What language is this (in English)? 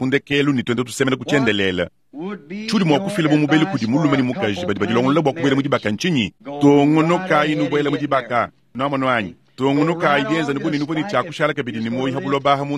Luba-Lulua